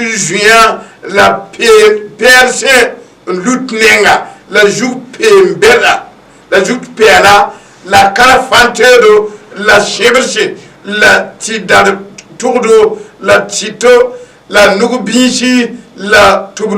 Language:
Mossi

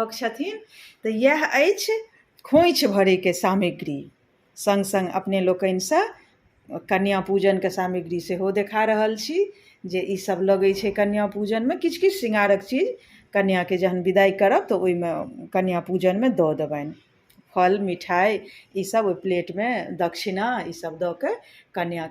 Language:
Maithili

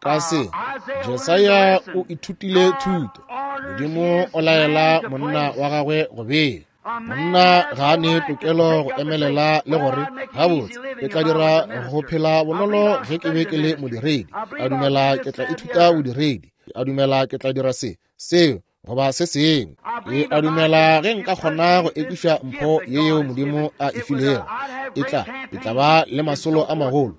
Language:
Northern Sotho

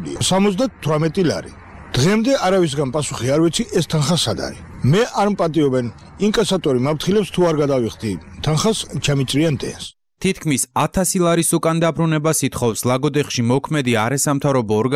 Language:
Georgian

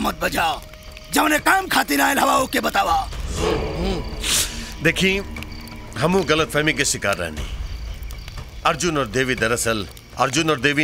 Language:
Bhojpuri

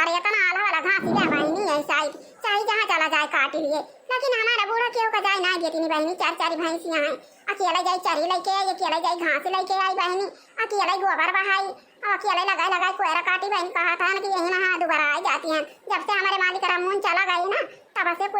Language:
Awadhi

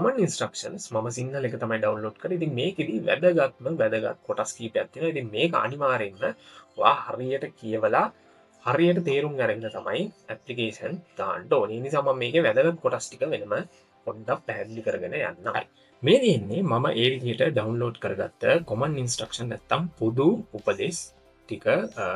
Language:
Sinhala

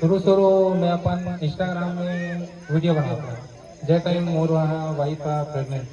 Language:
Chhattisgarhi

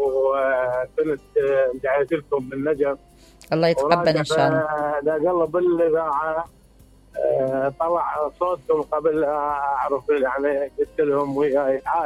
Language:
Mesopotamian Arabic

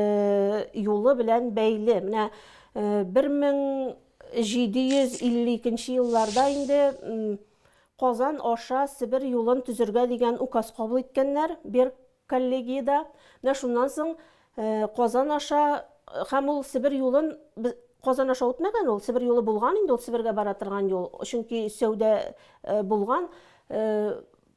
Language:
Tatar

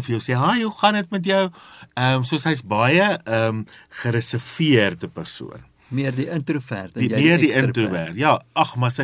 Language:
Afrikaans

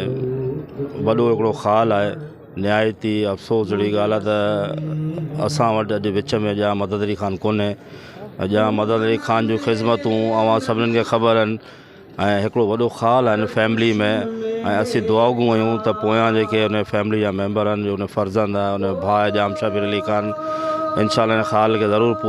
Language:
Sindhi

